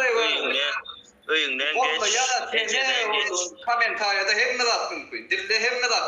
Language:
Turkmen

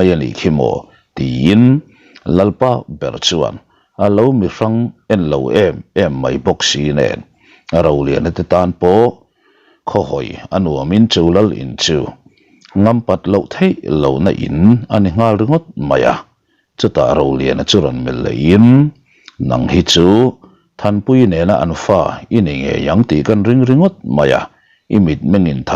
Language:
Mizo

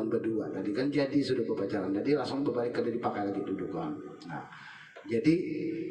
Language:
Banjar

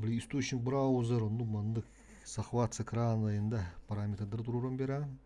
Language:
Yakut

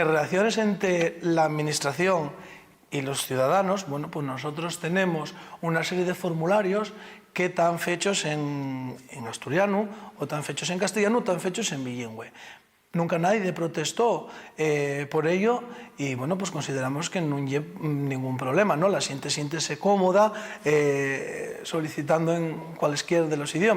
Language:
Asturian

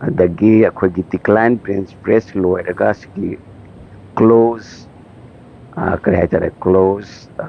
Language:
Manipuri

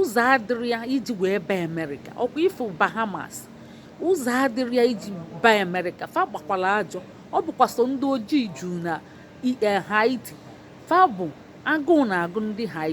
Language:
Igbo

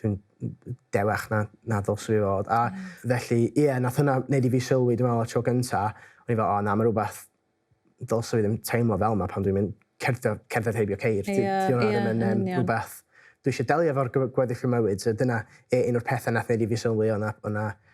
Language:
Welsh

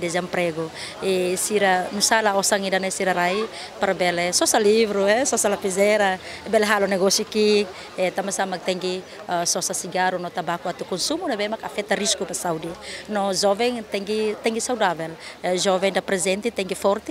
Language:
Tetum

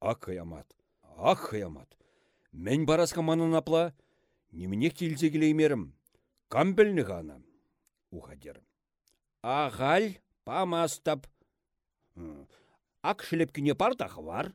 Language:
Chuvash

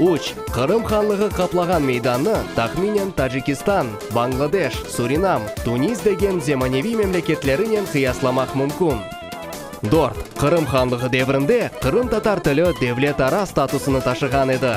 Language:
Crimean Tatar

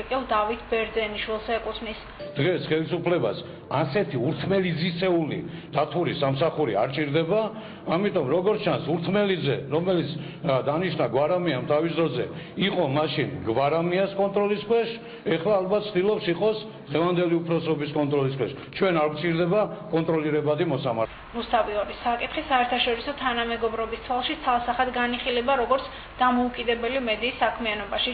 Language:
Georgian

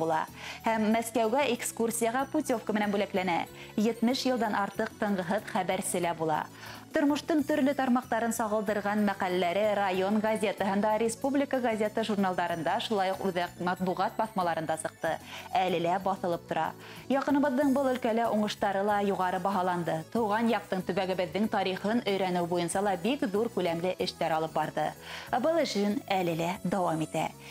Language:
Bashkir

